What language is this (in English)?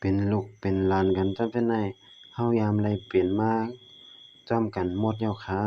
Shan